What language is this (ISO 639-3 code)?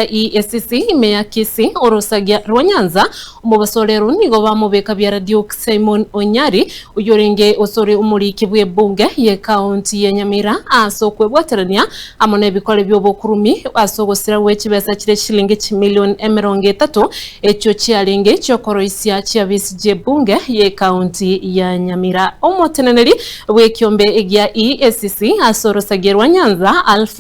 guz